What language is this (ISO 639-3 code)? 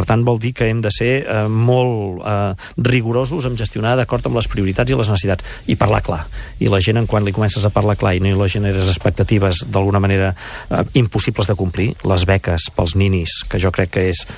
cat